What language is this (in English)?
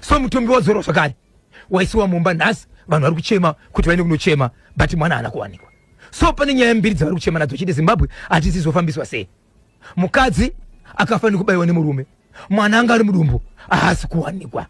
Shona